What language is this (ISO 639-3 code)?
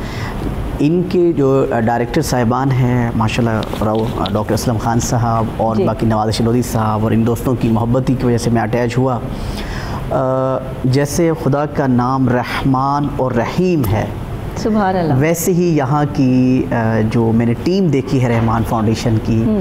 urd